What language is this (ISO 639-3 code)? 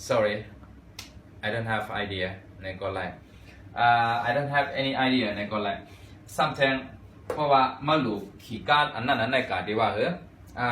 shn